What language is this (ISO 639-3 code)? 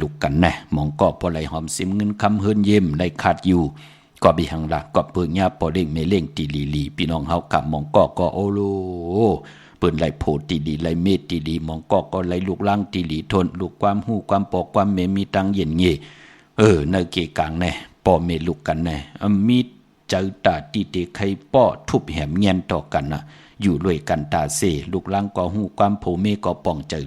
shn